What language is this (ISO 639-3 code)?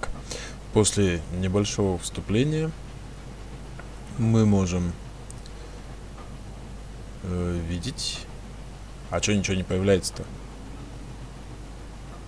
rus